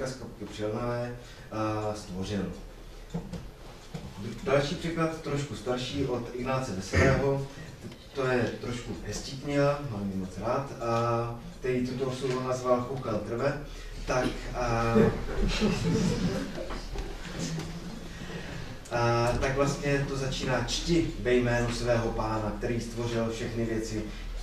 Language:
Czech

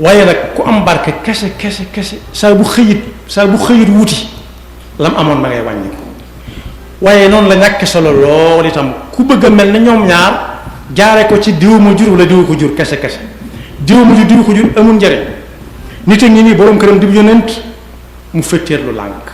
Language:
Wolof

